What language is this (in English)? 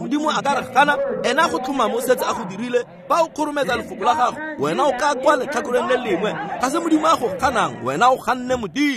Tswana